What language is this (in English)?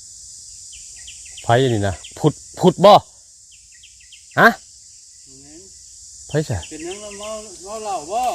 Northeastern Thai